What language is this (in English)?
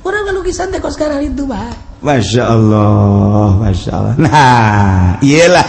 Sundanese